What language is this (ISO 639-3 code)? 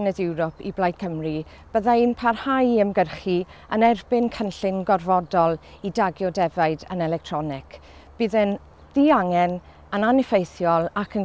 cym